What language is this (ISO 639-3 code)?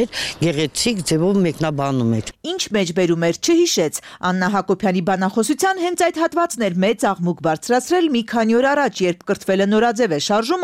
hye